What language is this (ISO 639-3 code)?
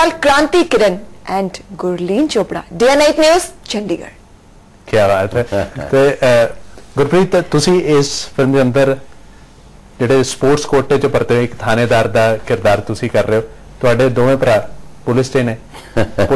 pan